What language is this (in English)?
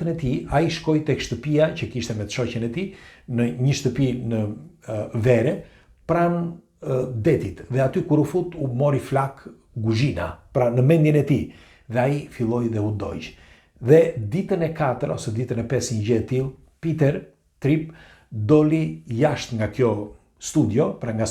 Albanian